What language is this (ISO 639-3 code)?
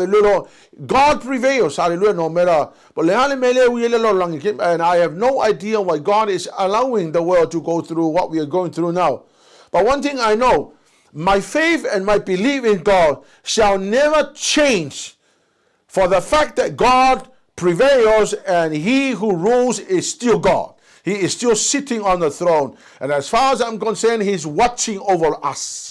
smo